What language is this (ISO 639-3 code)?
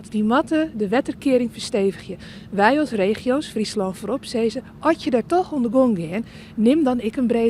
fry